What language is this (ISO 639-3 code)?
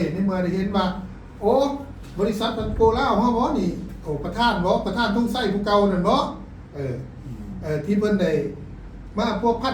lao